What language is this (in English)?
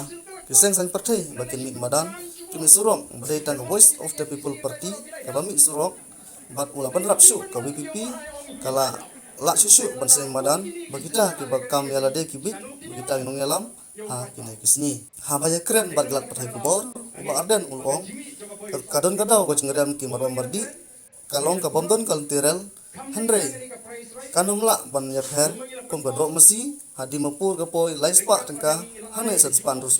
Khasi